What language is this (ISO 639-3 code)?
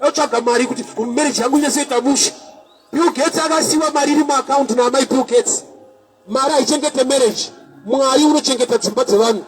sna